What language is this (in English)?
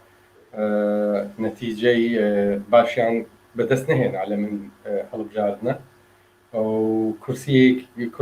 Central Kurdish